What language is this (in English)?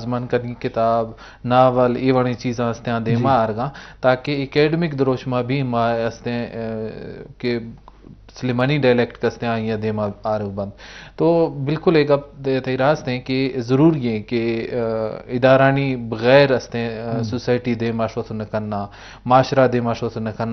Eastern Balochi